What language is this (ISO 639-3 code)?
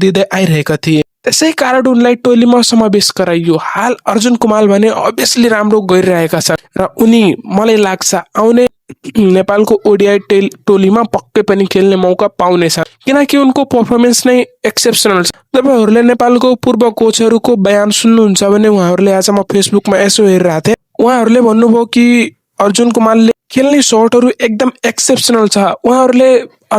nep